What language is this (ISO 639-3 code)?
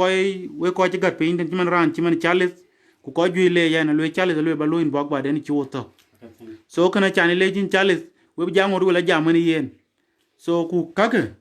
din